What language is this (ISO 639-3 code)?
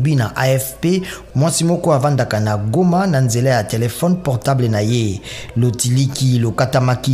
lin